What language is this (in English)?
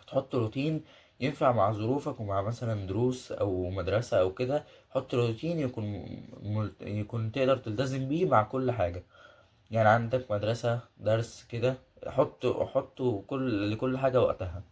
Egyptian Arabic